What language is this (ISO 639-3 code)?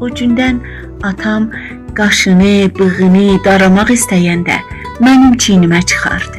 azb